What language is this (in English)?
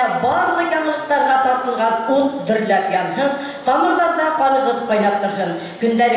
Bashkir